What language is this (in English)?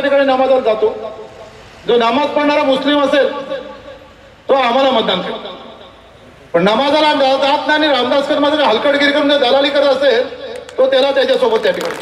Marathi